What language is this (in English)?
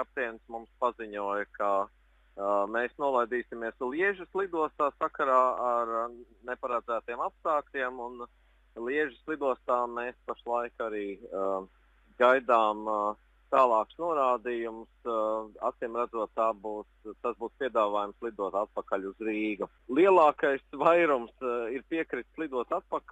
Latvian